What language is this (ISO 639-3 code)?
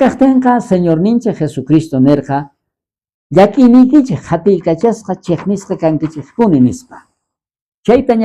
quh